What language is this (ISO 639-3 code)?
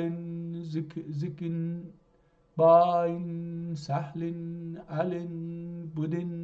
azb